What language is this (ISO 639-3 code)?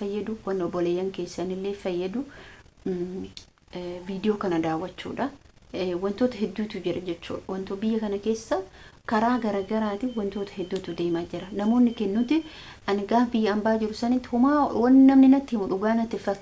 orm